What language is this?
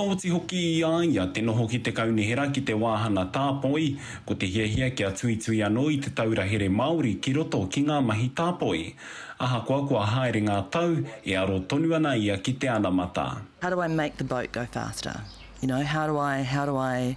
Māori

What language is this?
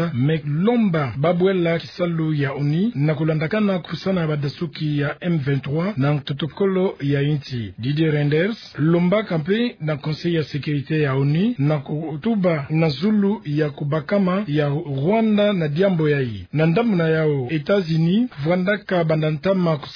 Kituba (Democratic Republic of Congo)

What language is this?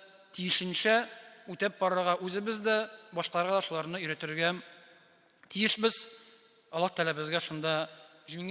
Tatar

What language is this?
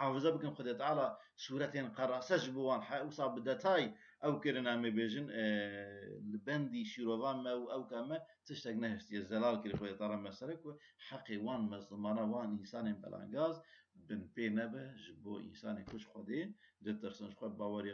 Kurdish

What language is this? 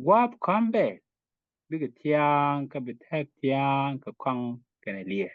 Nuer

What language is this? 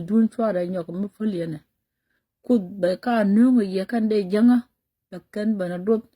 Nuer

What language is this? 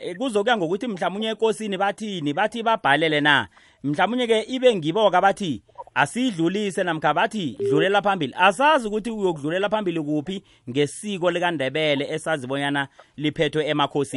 South Ndebele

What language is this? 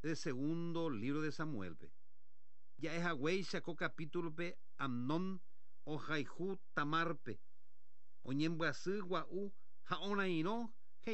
Guarani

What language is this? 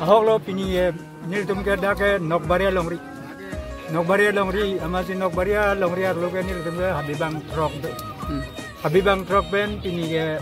Karbi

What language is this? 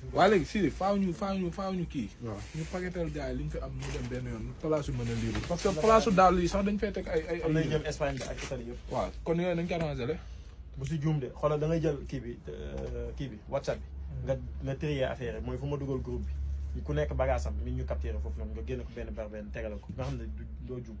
Wolof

